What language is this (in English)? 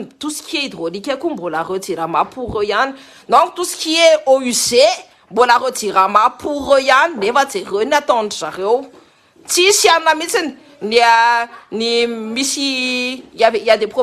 Malagasy